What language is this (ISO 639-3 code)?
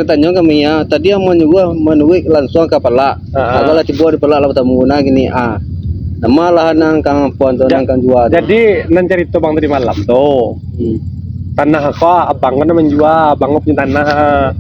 min